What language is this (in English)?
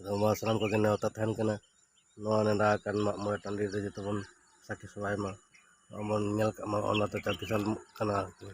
Santali